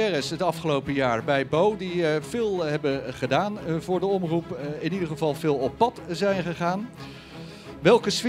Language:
Dutch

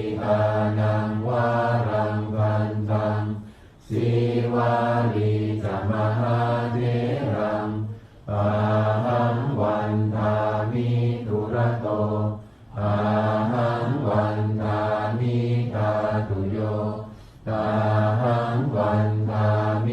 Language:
Pali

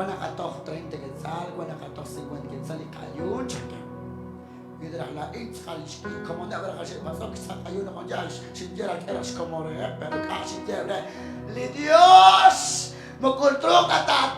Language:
Kekchí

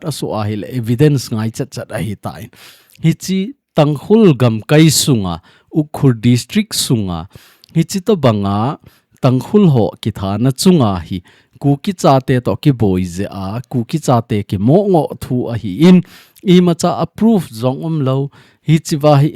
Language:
Thado Chin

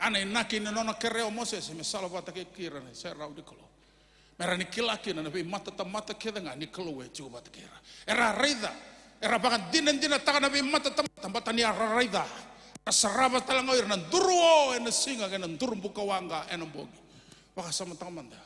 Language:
Fijian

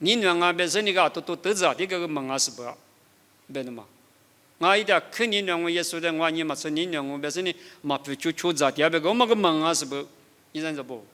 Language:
Lisu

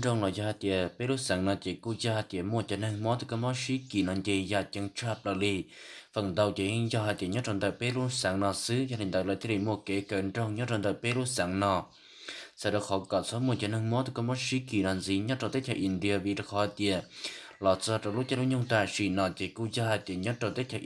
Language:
Hmong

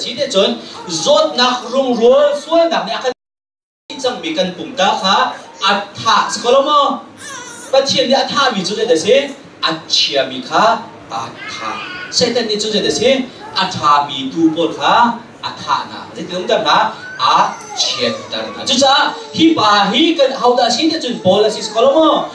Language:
Hakha Chin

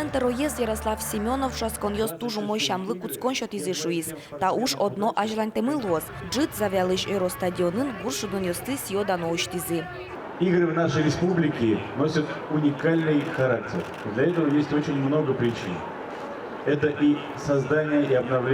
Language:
Udmurt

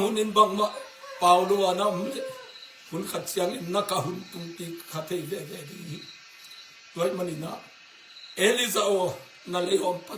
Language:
Tedim Chin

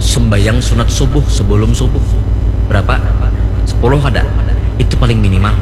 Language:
Banjar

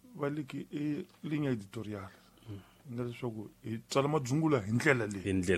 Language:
Tsonga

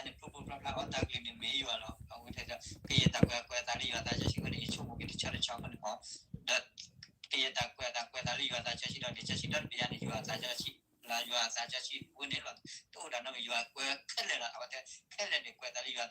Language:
S'gaw Karen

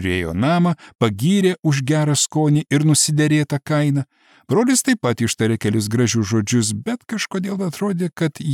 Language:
Lithuanian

